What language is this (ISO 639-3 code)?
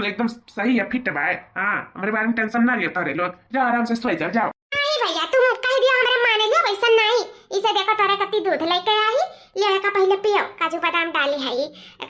awa